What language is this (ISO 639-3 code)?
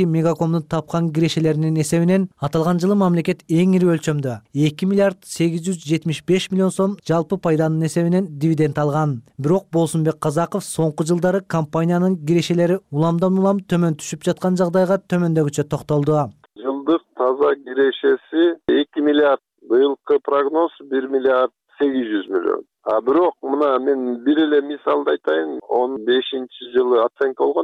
kir